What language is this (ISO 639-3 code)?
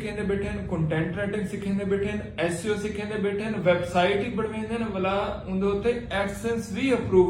skr